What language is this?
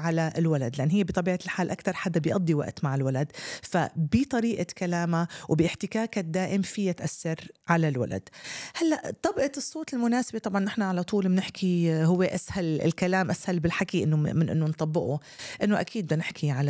North Levantine Arabic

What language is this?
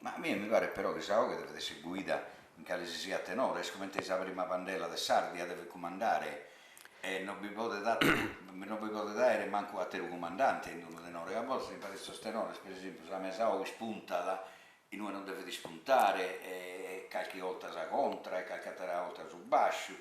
Sardinian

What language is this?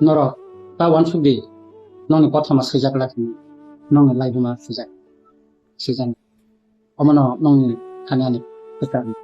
Kok Borok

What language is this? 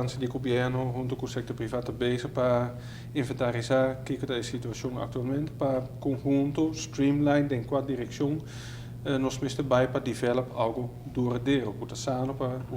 Papiamento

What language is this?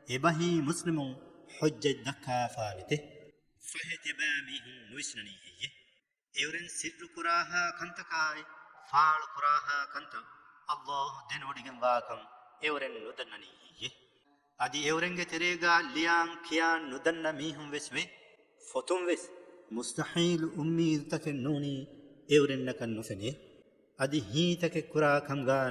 Divehi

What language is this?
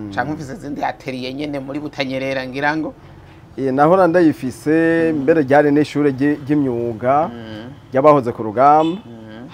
Rundi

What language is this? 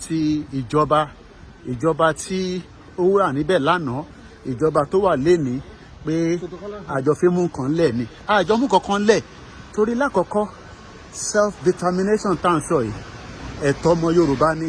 Yoruba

